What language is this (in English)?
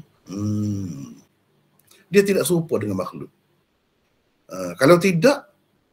Malay